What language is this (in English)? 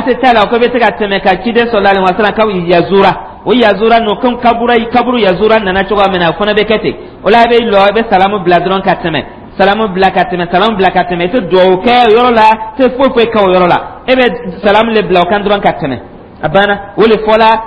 Dyula